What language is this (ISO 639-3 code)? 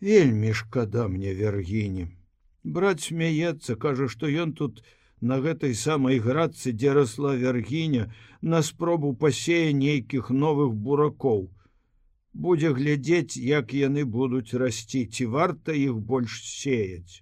bel